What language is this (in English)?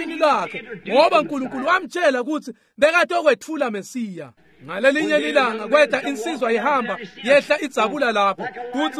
Swati